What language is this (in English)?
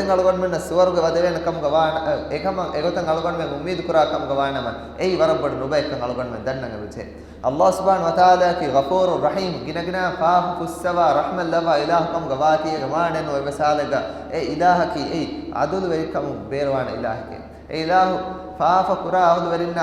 Divehi